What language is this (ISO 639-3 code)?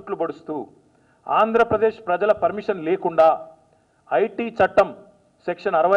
tel